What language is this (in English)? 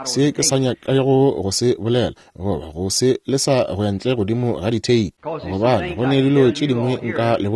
Northern Sotho